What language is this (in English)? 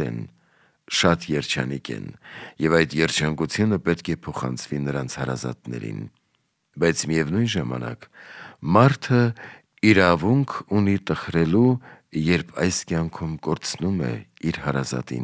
Armenian